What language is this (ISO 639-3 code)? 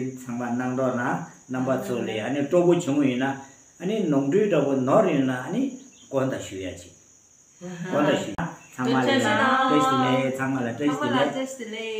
bod